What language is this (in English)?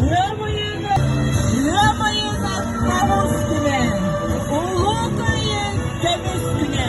Yakut